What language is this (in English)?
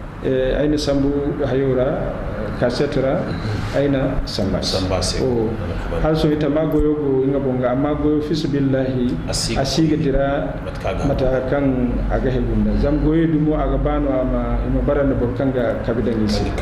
Zarma